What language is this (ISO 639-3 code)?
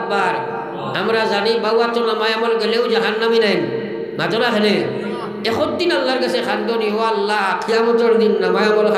syl